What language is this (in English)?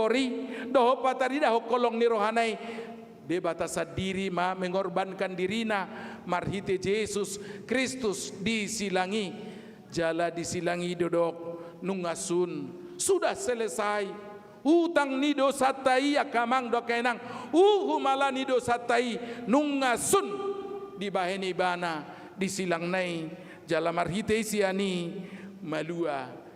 Batak Toba